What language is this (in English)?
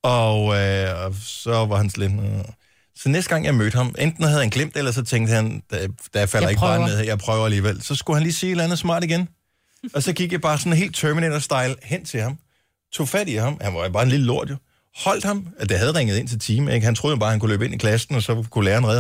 Danish